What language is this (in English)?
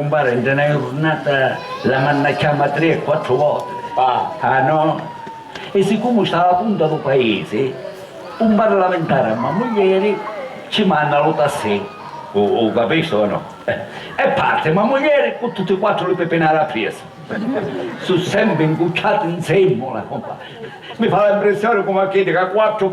Sicilian